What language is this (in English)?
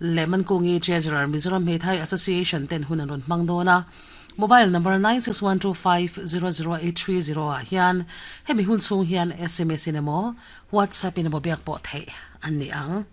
Mizo